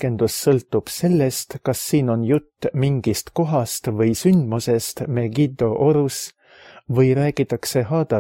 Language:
Estonian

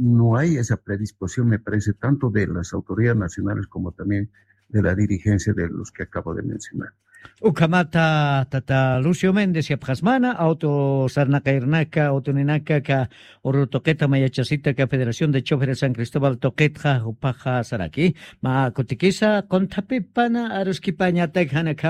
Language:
Aymara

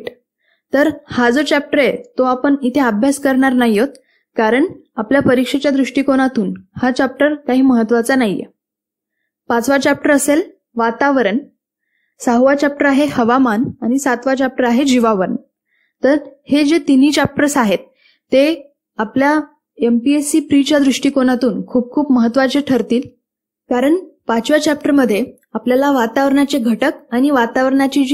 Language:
Marathi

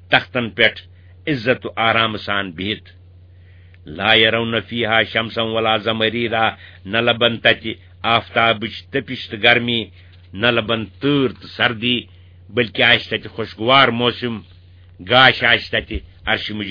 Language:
Kashmiri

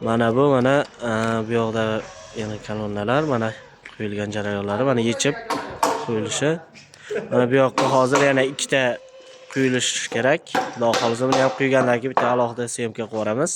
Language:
Uzbek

